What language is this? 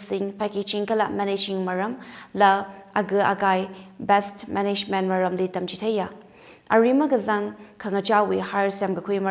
Tangkhul Naga (India)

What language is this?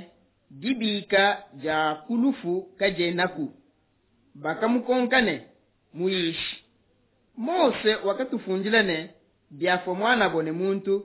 Luba-Lulua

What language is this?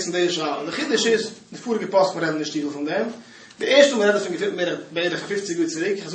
Yiddish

